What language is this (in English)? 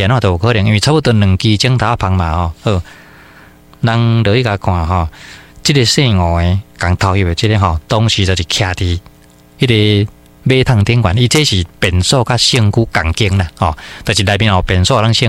Min Nan Chinese